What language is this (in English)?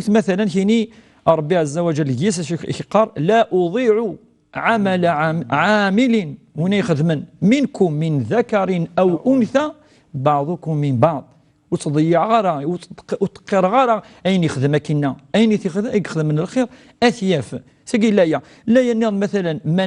Kabyle